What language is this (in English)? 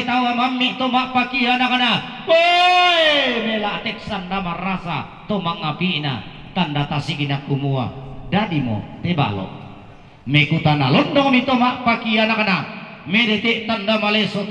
Toraja-Sa'dan